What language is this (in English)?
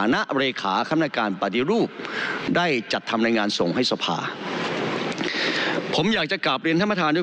Thai